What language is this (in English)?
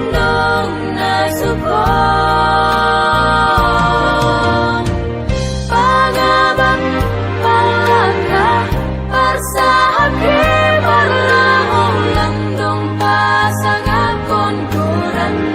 Batak Simalungun